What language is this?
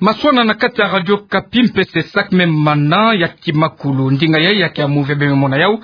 Kituba (Democratic Republic of Congo)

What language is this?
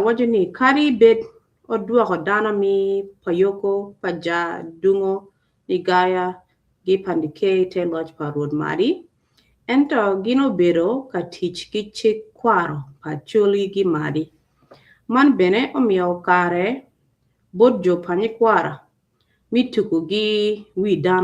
Acoli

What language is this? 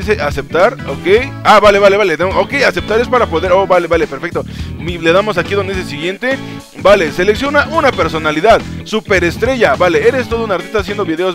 Spanish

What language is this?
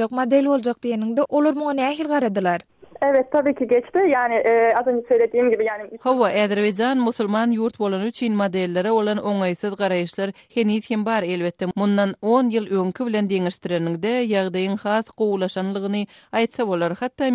Turkmen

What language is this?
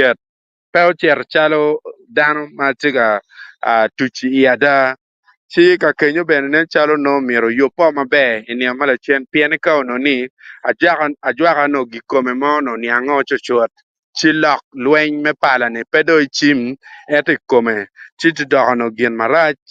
Acoli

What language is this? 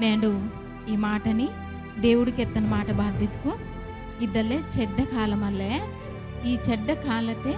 Koya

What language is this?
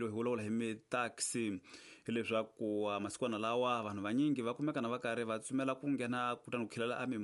Tsonga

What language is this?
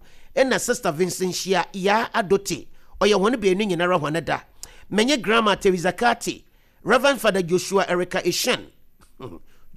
Akan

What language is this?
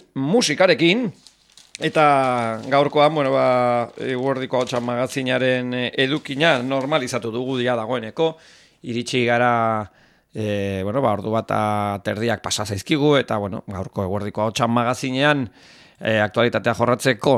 Basque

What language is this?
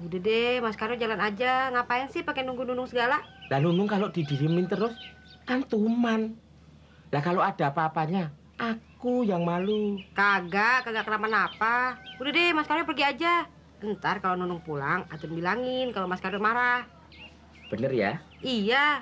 Betawi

